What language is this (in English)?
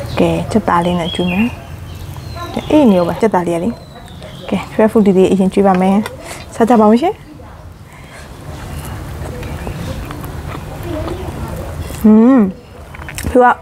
Burmese